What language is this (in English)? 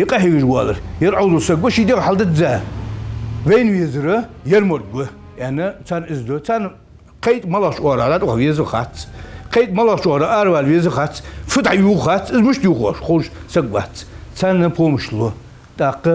Ingush